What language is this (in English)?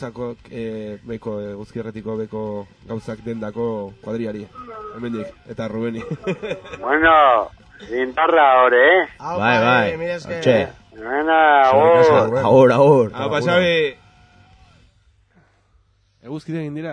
Basque